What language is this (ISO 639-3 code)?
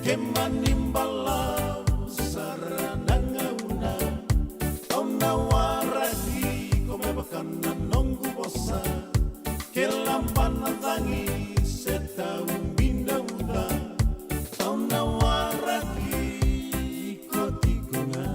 fij